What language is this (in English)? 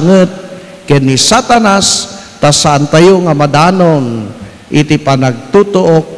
Iloko